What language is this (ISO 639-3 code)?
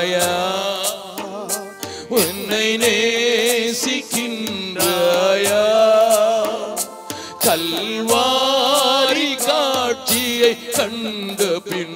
tam